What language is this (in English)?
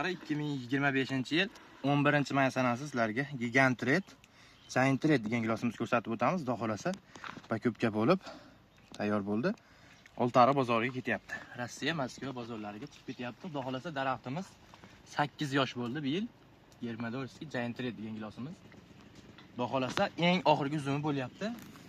Uzbek